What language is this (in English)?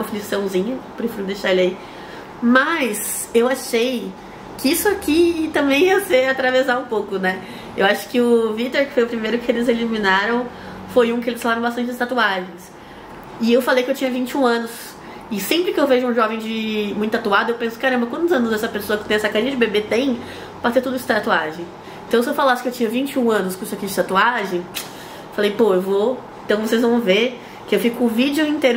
Portuguese